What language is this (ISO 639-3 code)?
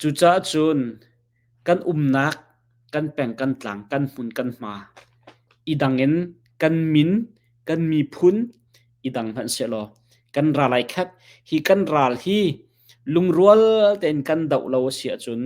cnh